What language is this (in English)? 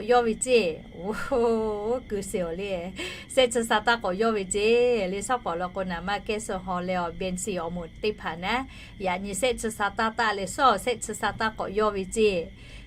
Lahu